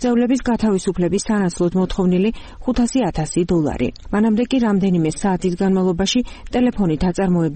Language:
Georgian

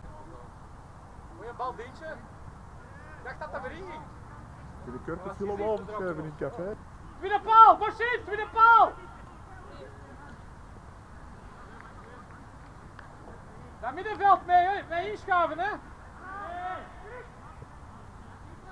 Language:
Dutch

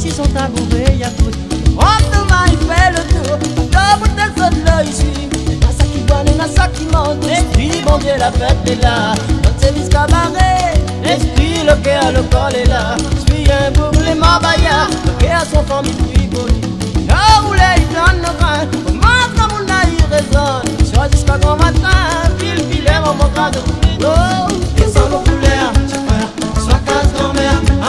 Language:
Réunion Creole French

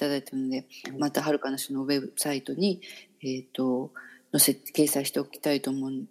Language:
Japanese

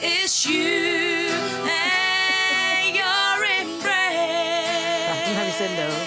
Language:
Kalaallisut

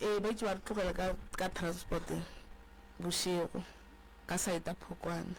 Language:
Northern Sotho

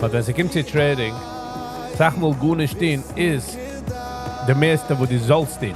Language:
Yiddish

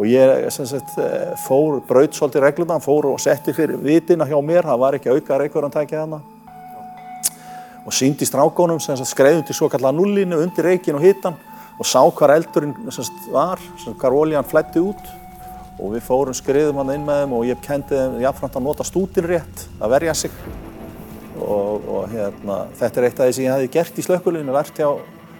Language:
Icelandic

